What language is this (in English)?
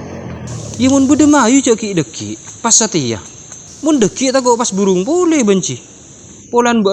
Madurese